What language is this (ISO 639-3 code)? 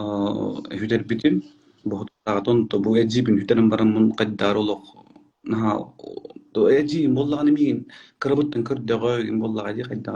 sah